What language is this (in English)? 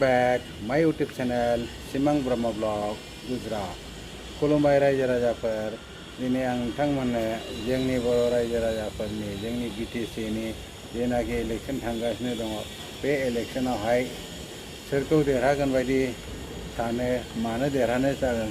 Bodo